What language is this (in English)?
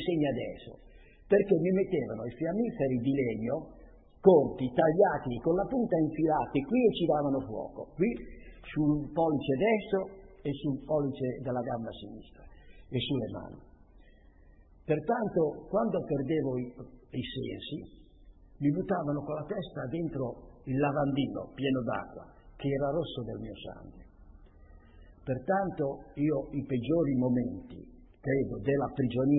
Italian